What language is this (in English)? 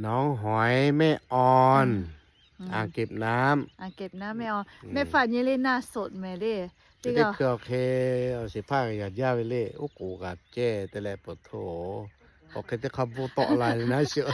Lahu